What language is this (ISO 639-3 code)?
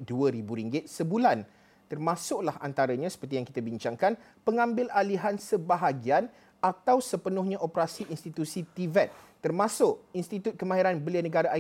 msa